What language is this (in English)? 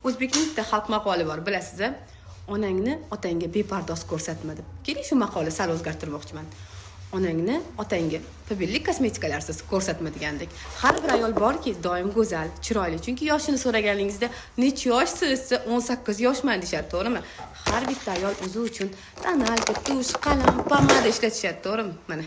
Uzbek